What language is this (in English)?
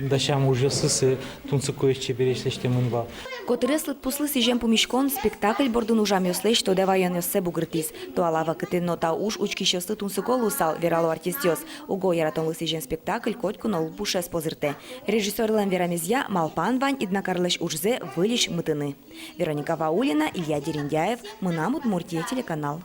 Udmurt